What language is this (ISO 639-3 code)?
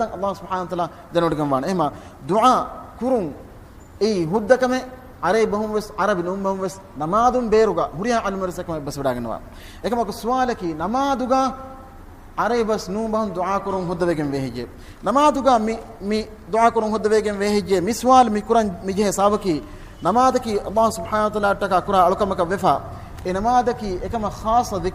div